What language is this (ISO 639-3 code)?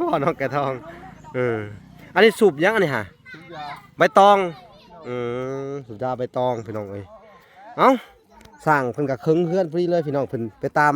lao